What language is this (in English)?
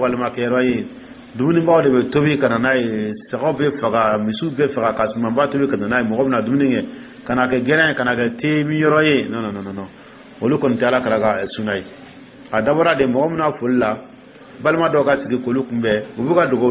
Dyula